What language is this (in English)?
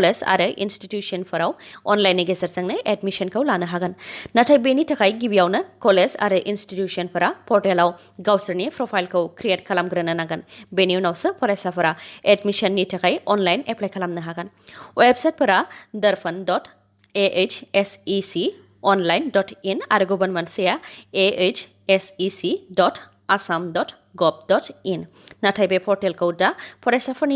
Bodo